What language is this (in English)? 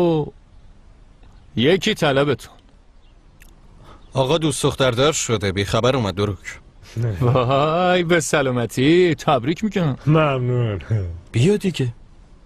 Persian